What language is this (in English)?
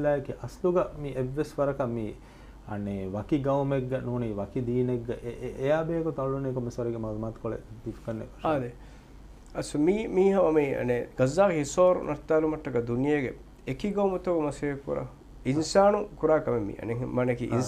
Divehi